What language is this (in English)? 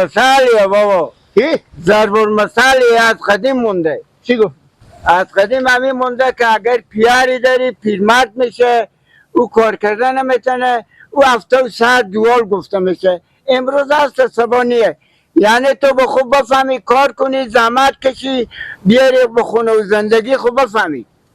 Persian